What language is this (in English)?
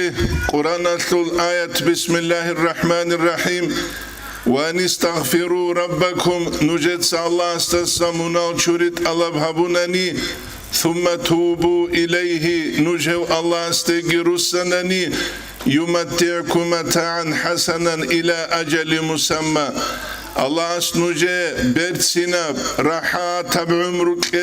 Avaric